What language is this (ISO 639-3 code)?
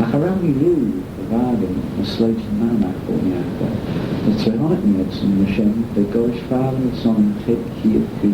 glv